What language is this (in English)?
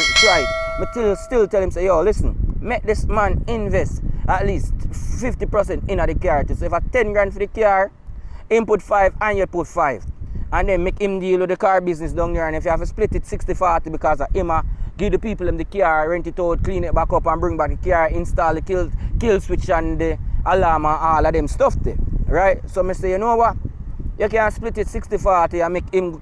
Jamaican Creole English